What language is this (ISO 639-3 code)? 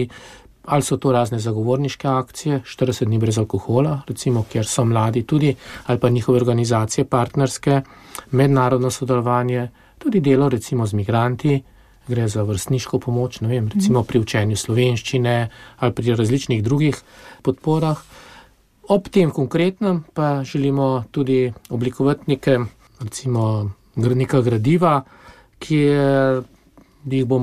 slv